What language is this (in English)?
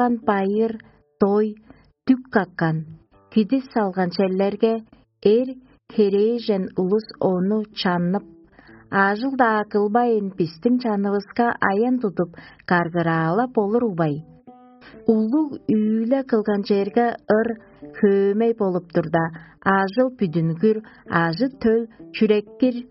Tuvinian